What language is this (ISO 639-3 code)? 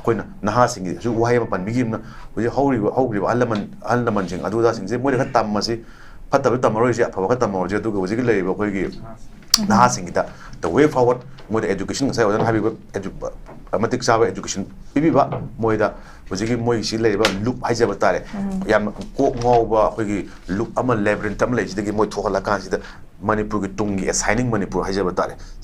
mni